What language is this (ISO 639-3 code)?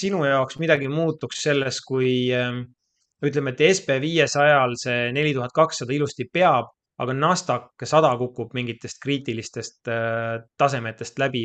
est